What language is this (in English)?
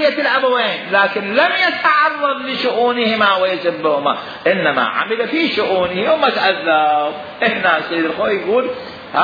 Mesopotamian Arabic